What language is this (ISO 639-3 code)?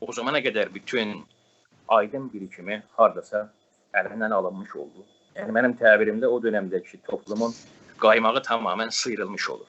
azb